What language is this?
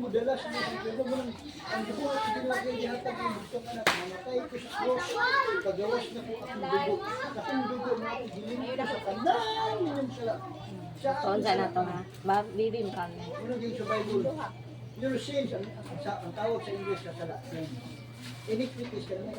Cebuano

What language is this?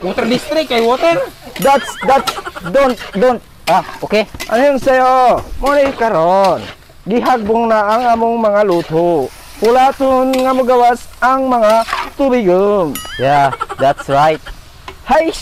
Cebuano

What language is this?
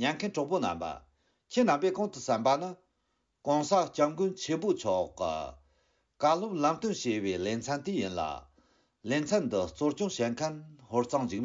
Tibetan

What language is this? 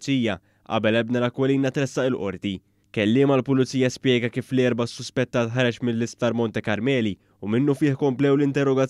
Maltese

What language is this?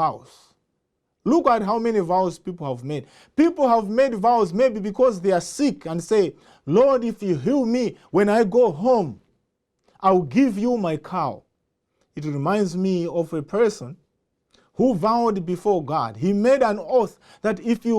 English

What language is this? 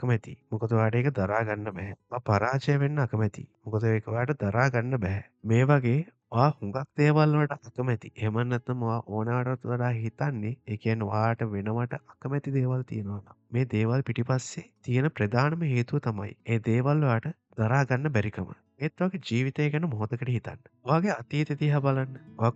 Sinhala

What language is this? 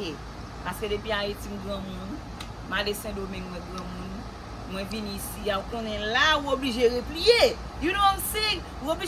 Haitian Creole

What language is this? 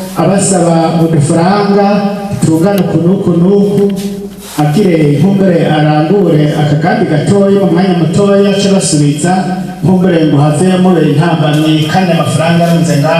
Rundi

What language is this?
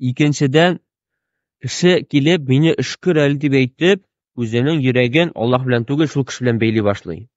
Tatar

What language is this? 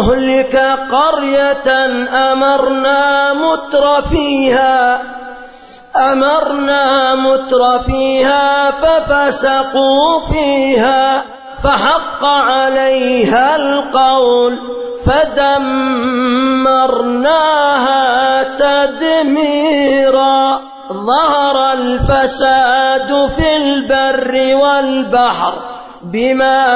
Arabic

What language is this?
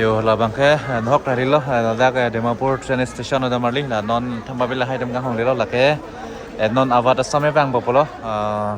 Karbi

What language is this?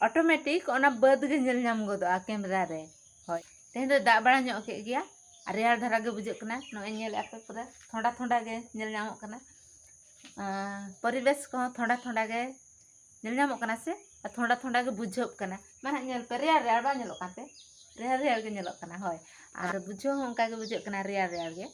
Santali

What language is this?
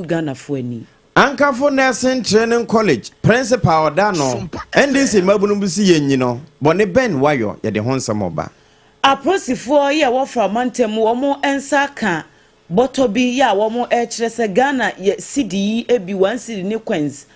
Akan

